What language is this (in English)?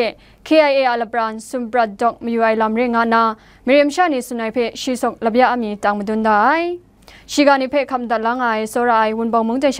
Kachin